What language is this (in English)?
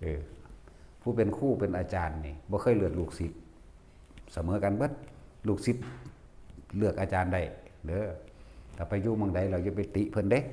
Northeastern Thai